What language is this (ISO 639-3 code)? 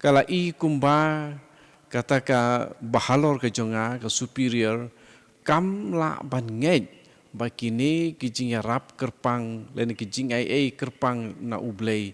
kha